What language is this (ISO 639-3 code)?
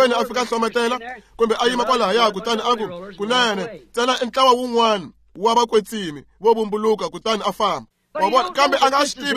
tso